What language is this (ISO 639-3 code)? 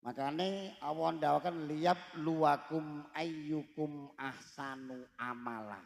jav